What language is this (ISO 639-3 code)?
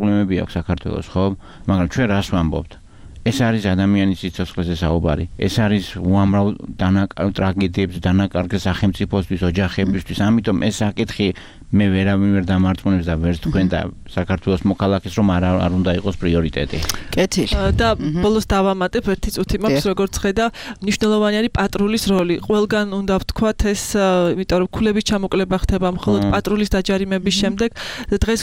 kat